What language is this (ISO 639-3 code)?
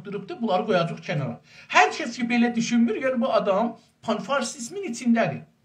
azb